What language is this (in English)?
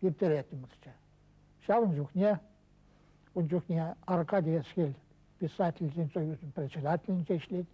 Chuvash